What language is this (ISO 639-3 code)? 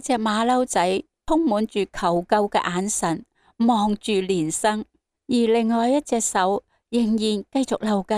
yue